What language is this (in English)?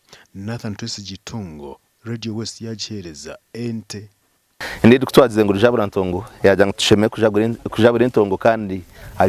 Nyankole